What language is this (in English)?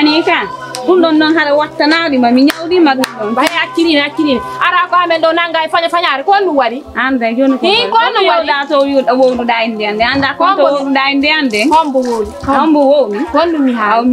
Fula